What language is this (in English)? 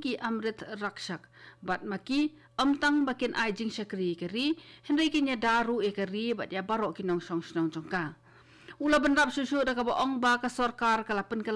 Khasi